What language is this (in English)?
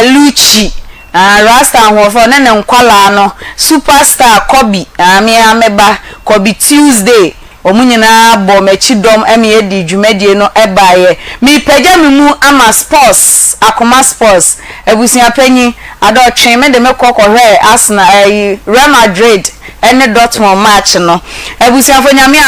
Akan